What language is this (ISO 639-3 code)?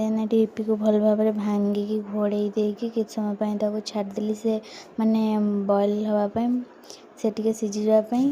ori